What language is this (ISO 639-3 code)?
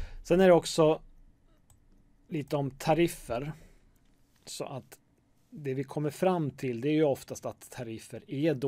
swe